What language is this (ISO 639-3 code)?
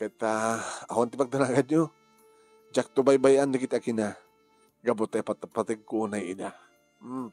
ilo